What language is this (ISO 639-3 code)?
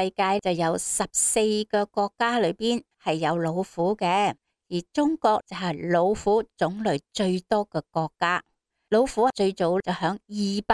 yue